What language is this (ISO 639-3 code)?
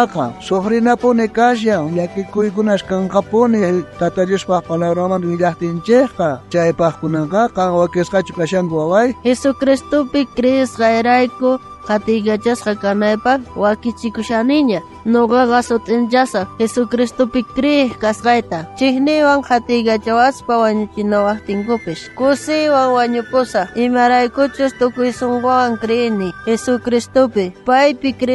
quh